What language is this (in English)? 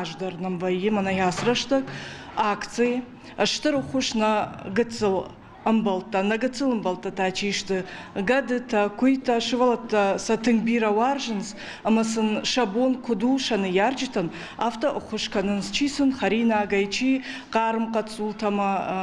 Ossetic